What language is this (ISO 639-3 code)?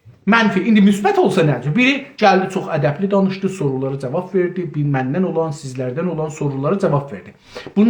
azb